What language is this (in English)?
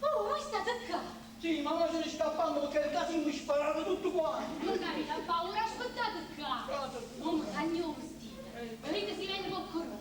Neapolitan